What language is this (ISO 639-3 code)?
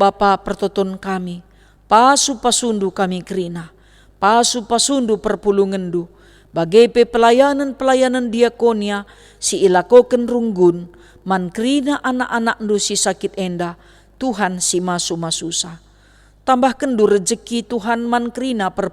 btx